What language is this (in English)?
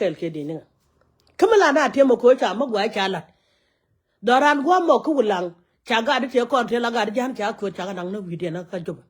Nuer